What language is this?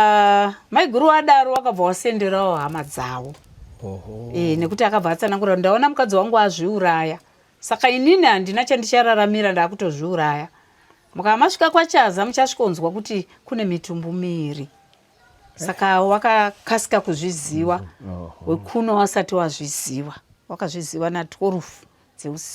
Shona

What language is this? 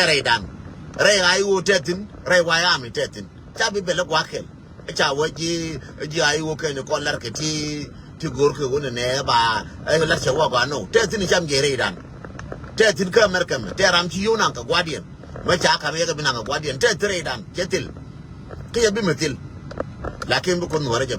Nuer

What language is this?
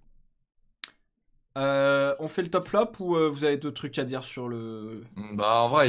French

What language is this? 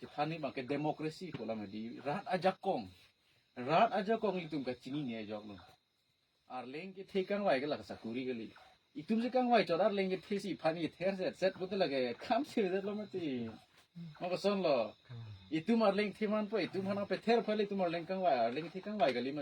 Karbi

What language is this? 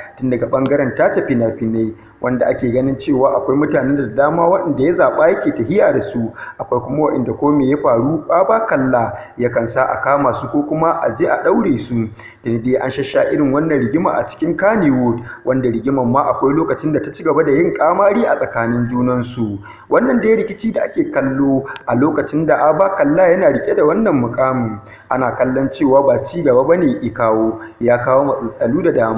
Hausa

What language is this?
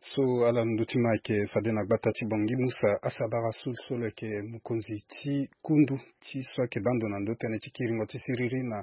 Sango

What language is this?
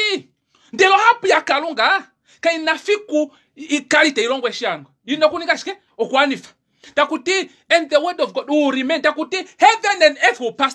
Kuanyama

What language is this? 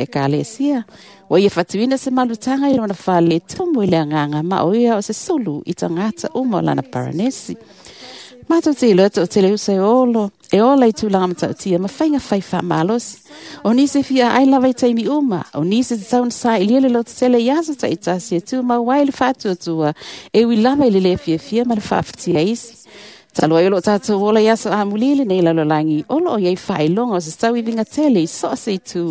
Samoan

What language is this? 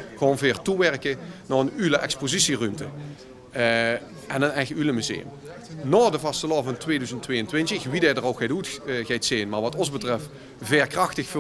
Limburgish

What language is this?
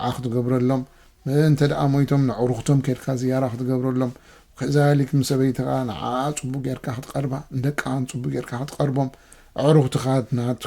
Tigrinya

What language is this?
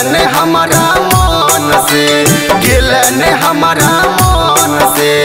Bhojpuri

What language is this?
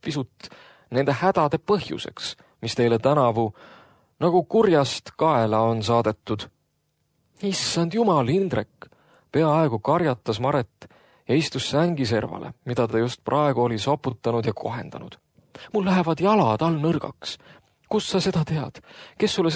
Estonian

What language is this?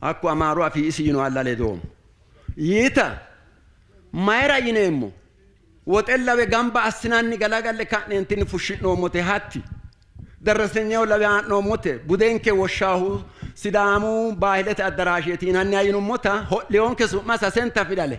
Sidamo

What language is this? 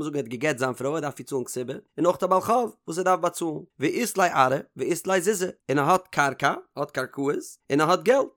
Yiddish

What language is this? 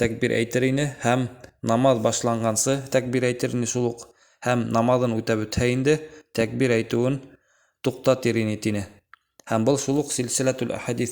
Bashkir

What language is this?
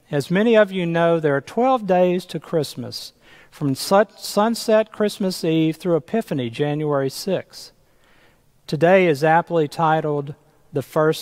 English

